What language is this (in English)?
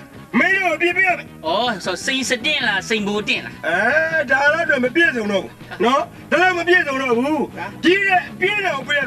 Burmese